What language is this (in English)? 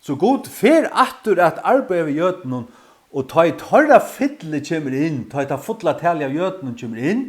Faroese